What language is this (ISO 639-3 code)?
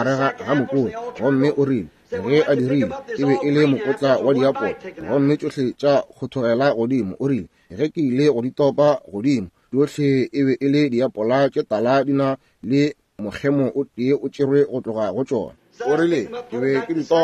nso